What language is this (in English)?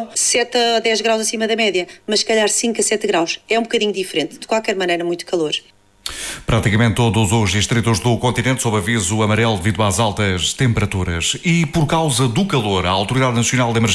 Portuguese